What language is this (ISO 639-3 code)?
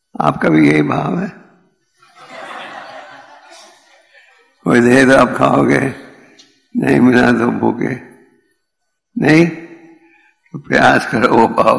hin